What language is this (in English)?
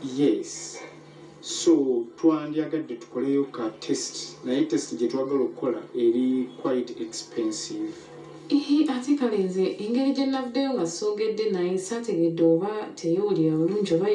Ganda